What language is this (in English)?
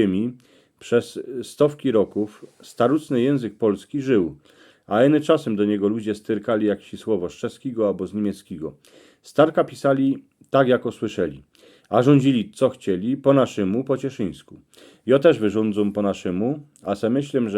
Silesian